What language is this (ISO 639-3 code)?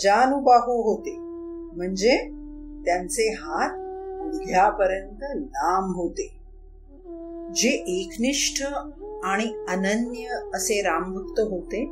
mar